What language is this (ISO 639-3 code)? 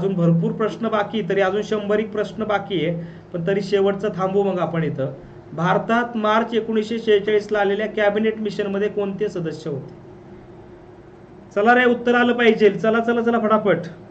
mar